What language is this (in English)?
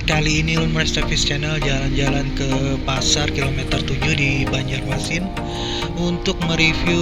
Banjar